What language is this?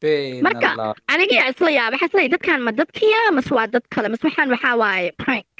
Somali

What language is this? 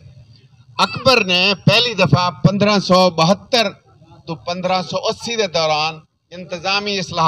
Saraiki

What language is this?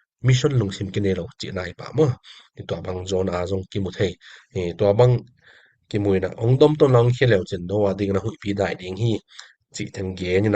Tedim Chin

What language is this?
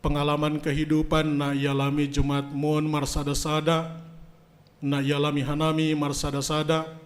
Batak Simalungun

